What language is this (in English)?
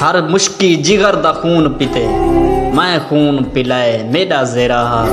Saraiki